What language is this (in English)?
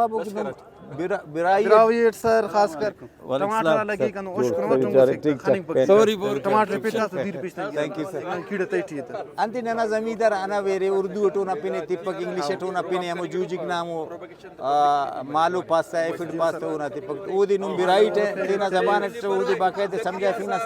Brahui